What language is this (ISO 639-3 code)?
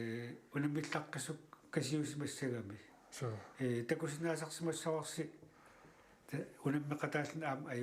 kal